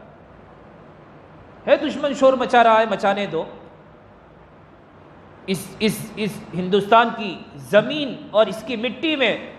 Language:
Urdu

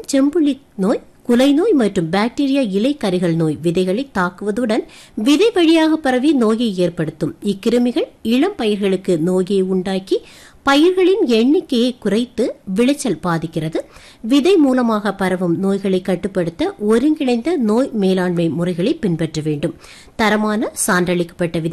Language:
Tamil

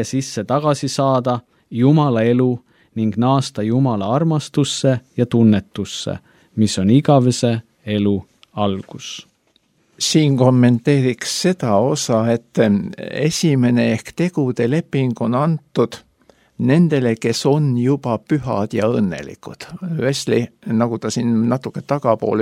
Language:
Estonian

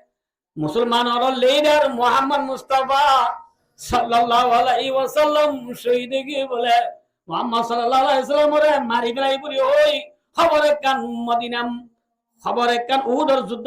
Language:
Rohingya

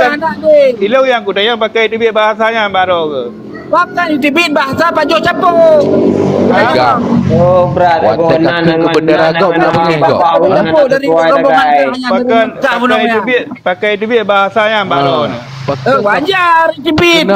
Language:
Achinese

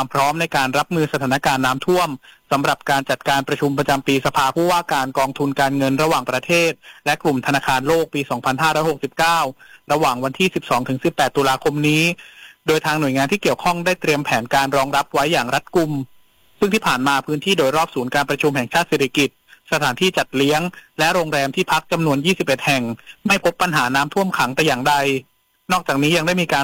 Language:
Thai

